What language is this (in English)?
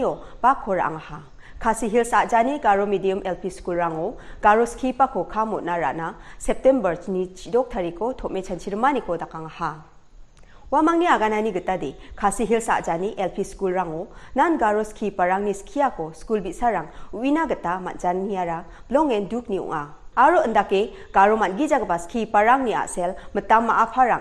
Garo